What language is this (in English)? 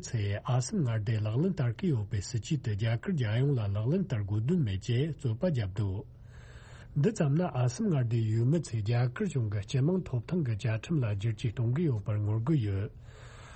Tibetan